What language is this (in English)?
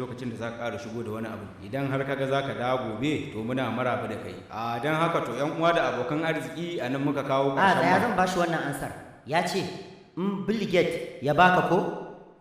Hausa